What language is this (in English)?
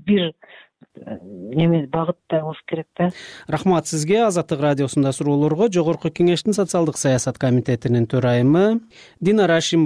Kyrgyz